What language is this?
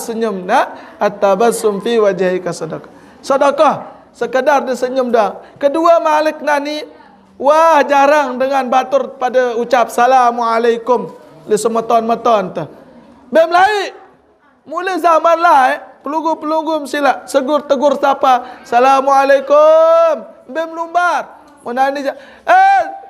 Sasak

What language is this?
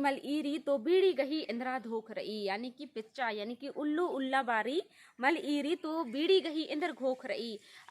Kurukh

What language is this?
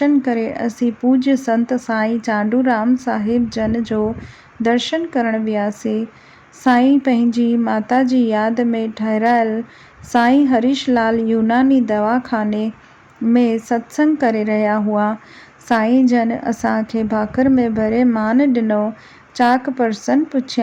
Sindhi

